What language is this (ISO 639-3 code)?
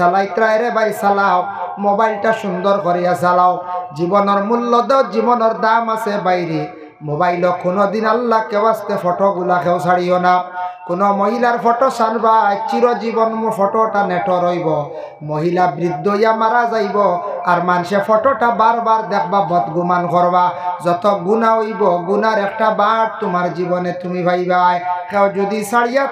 syl